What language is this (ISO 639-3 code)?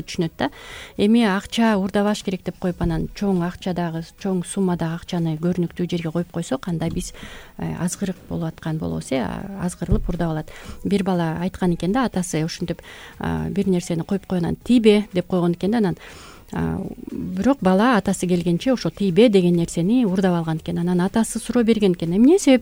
kir